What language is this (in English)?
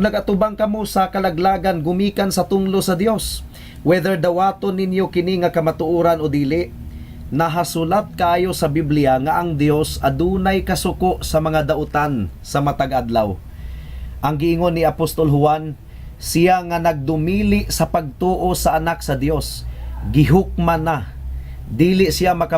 Cebuano